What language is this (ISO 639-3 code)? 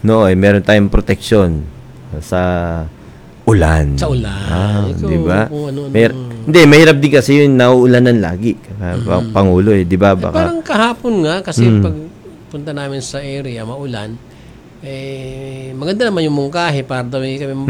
fil